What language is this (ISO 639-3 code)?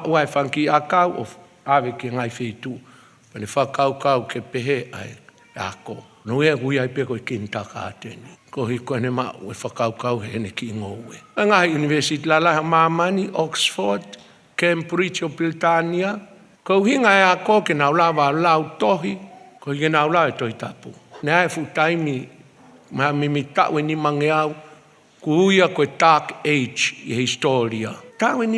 ton